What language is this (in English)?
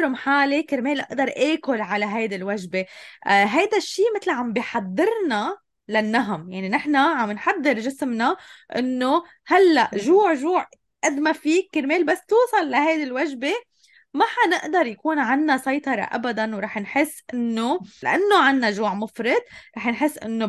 North Levantine Arabic